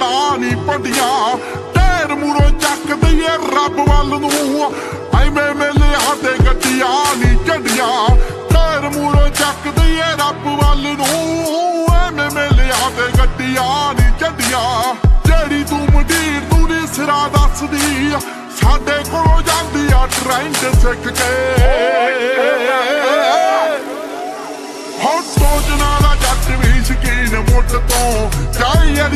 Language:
Punjabi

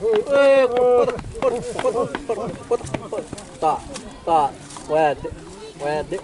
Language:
Xavánte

